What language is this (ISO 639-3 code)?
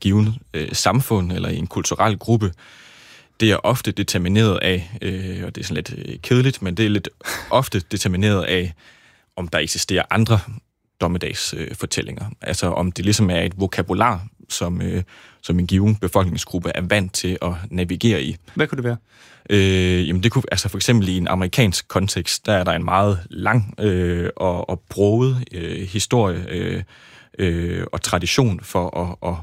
dan